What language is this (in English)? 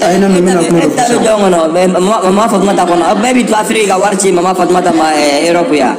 Bambara